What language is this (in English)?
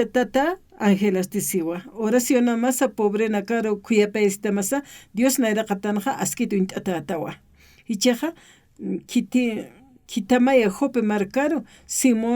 Aymara